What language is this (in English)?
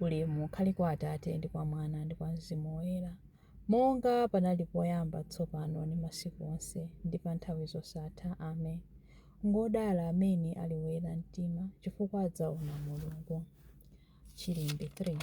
Nyanja